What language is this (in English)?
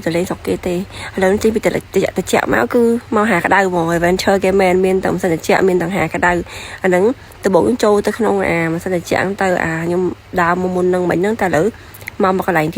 Khmer